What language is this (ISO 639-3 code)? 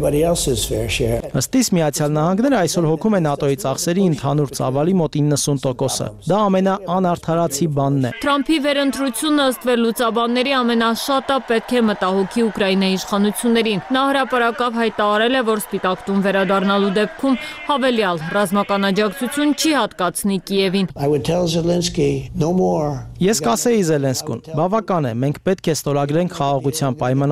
hye